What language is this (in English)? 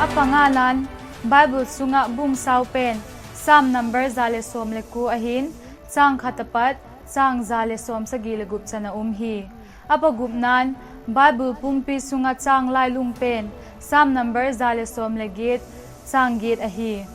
Vaiphei